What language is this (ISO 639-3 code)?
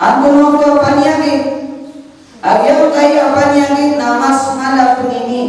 mrw